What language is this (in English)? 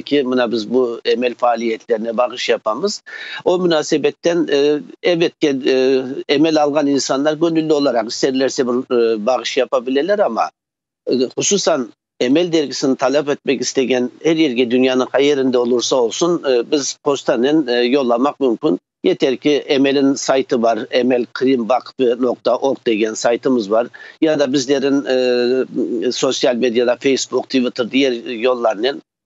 Crimean Tatar